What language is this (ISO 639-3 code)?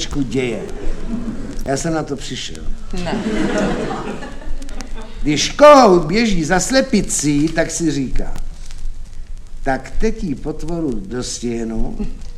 ces